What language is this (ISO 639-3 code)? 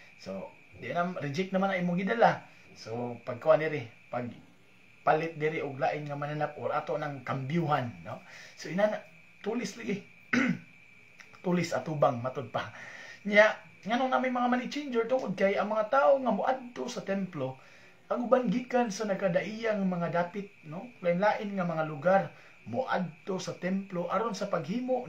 ceb